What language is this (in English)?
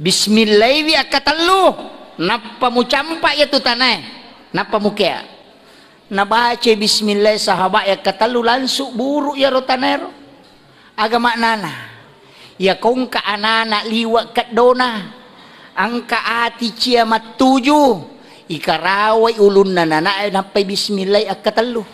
Buginese